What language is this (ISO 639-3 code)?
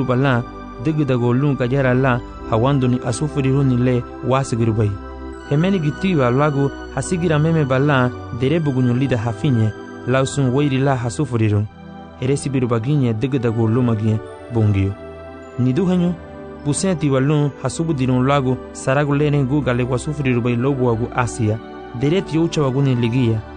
cab